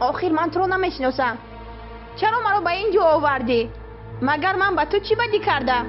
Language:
Tajik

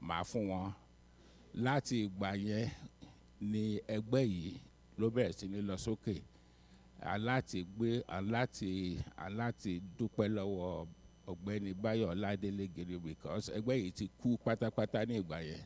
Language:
Yoruba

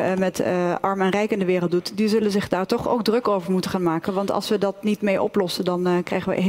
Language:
Dutch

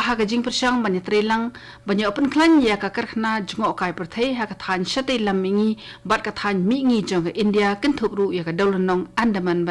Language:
Khasi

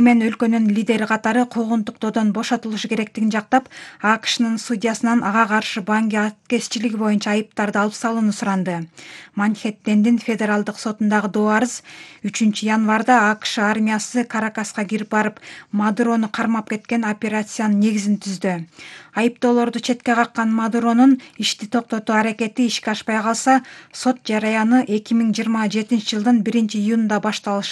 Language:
Kyrgyz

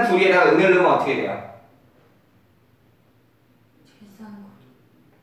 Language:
Korean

